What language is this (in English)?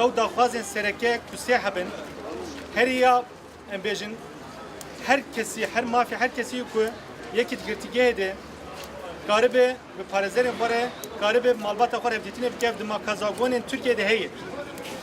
Kurdish